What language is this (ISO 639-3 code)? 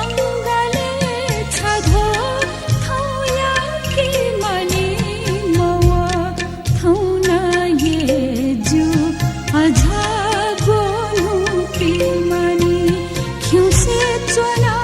new